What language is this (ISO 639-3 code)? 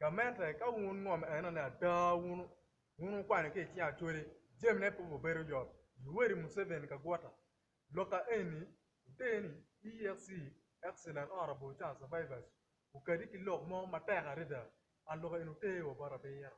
ach